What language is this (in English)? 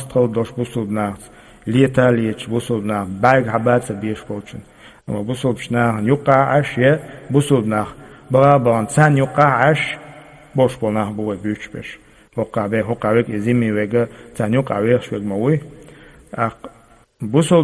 Chechen